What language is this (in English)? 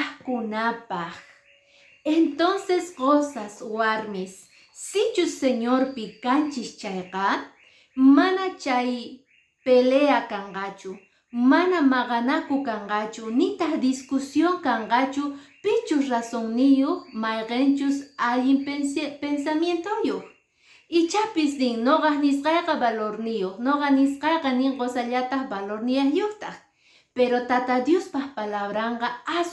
Quechua